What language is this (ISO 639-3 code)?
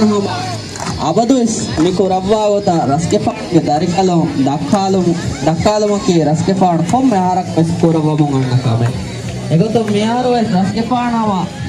div